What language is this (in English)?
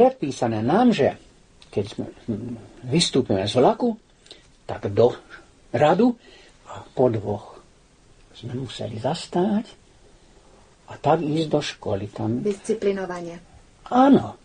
Slovak